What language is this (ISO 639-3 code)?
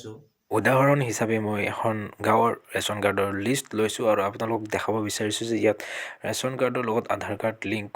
asm